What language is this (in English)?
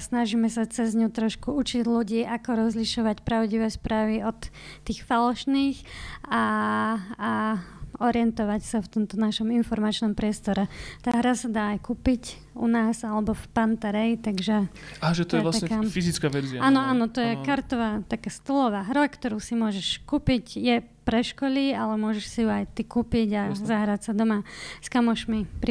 Slovak